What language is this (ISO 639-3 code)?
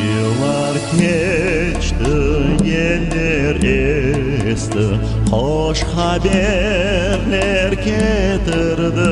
crh